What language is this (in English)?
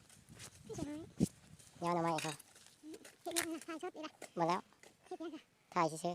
Lao